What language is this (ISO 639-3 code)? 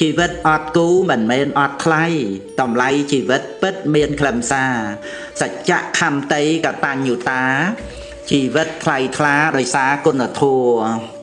khm